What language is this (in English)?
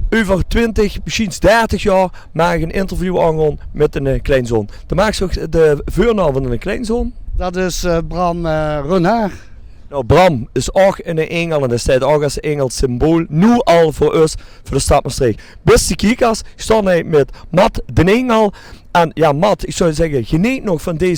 Limburgish